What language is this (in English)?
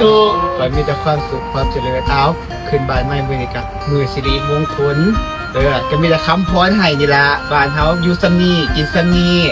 Lao